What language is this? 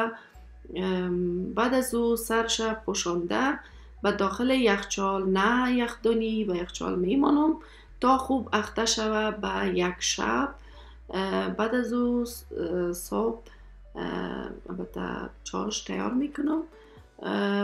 Persian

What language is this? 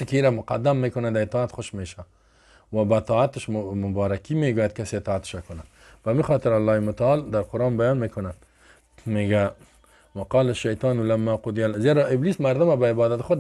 Persian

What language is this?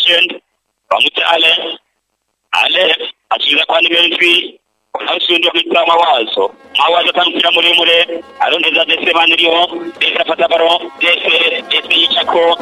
Rundi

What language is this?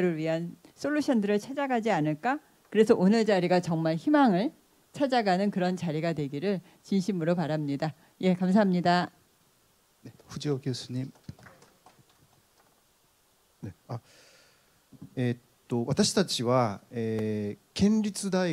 Korean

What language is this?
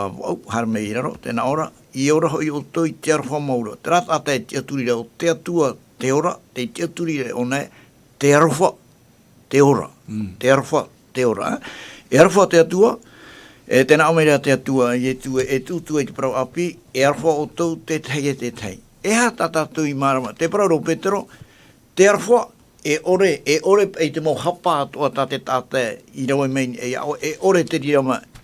Tahitian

